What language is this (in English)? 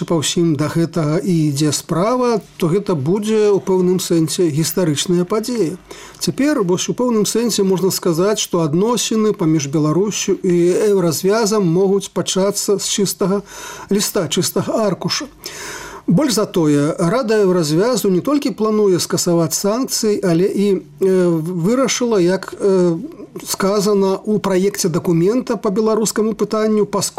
Belarusian